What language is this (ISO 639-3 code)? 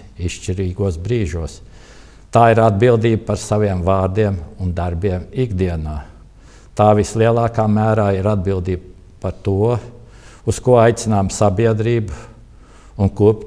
lav